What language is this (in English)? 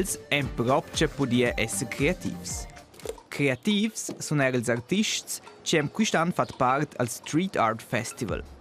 Romansh